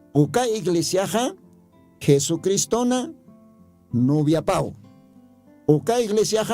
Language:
Aymara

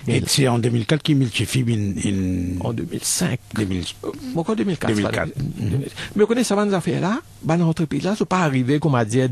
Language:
Morisyen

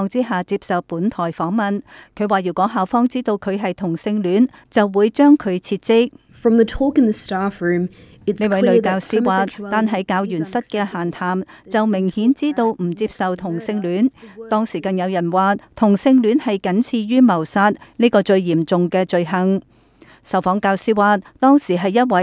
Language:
Cantonese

